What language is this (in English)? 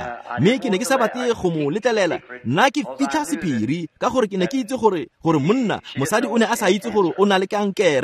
Tswana